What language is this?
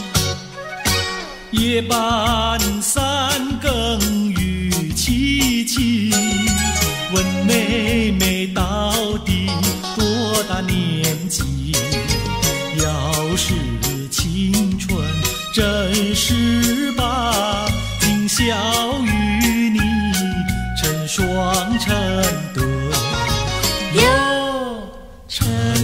Chinese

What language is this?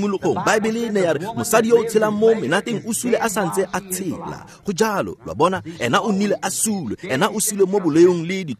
Tswana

